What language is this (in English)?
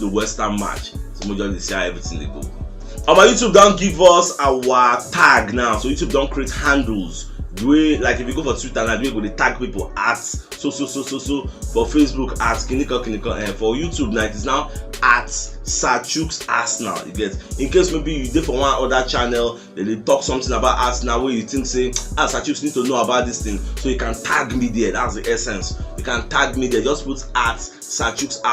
Nigerian Pidgin